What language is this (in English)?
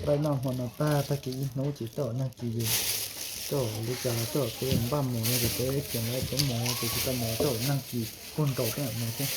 Hmong